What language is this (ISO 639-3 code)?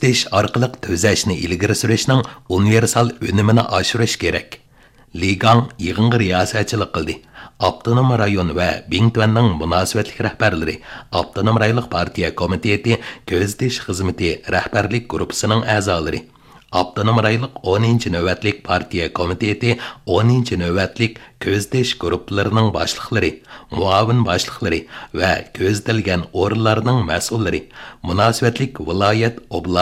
uig